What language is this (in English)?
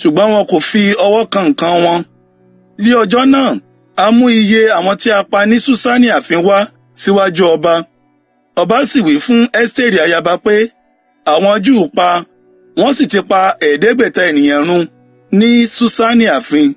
Yoruba